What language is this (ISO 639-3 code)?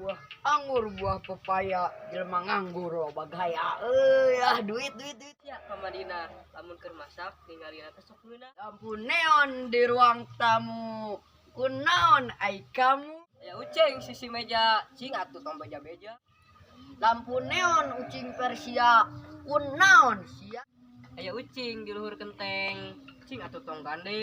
sun